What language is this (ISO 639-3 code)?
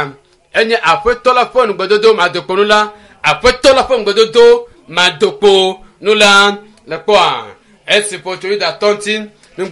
ewe